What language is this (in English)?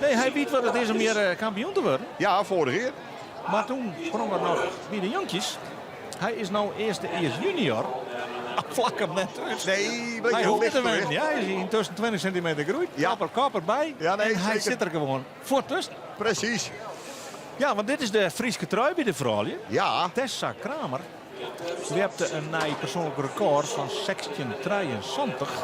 Western Frisian